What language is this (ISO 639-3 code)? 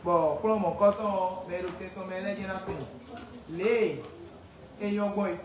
fon